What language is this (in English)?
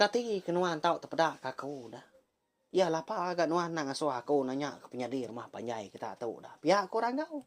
Iban